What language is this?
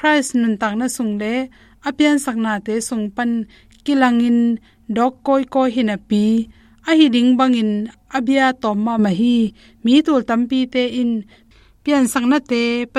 Tedim Chin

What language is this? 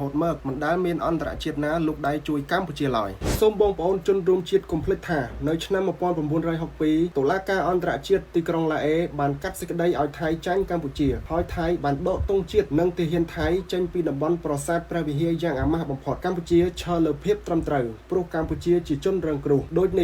Khmer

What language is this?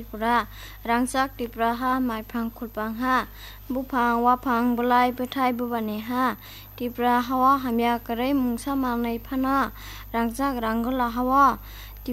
Kok Borok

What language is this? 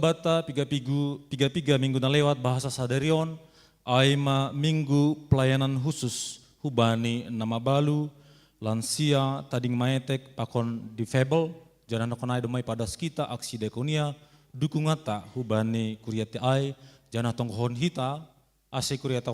Batak Simalungun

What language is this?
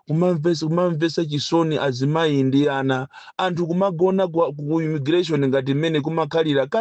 Nyanja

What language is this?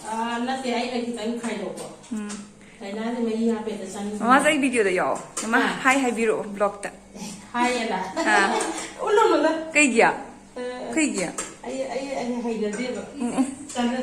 Manipuri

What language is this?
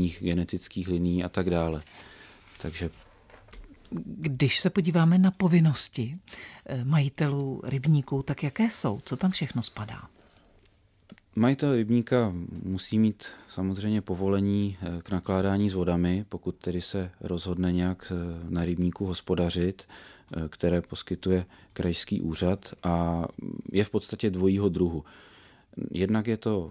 Czech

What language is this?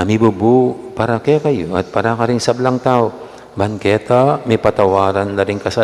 Pampanga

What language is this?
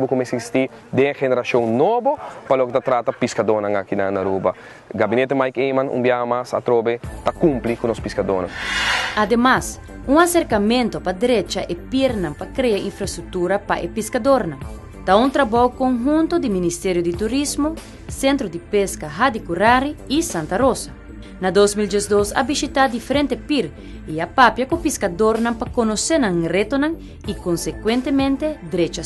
Papiamento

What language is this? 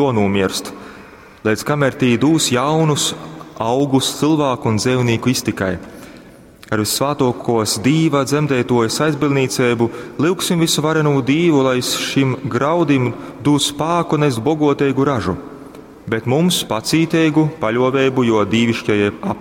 Latgalian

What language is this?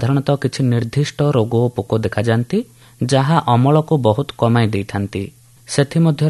Odia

